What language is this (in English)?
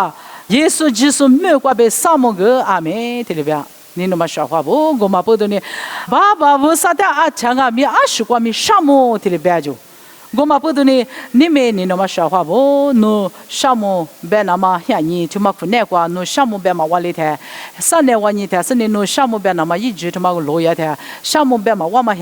Lisu